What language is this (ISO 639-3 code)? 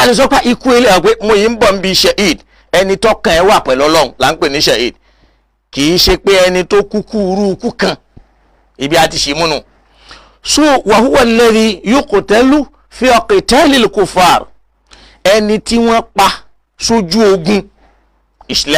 yor